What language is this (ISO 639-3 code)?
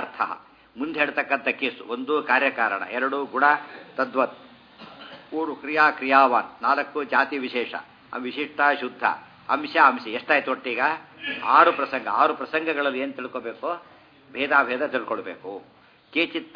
kan